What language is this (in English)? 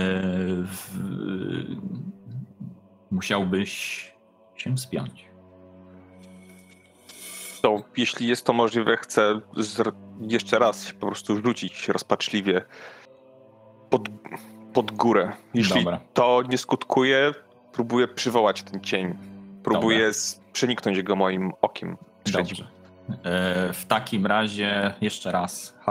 Polish